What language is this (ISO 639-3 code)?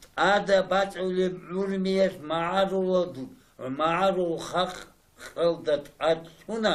ava